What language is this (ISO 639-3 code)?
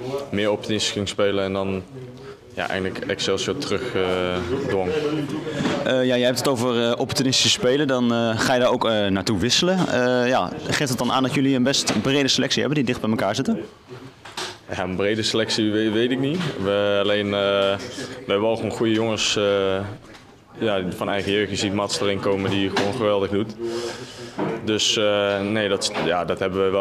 nld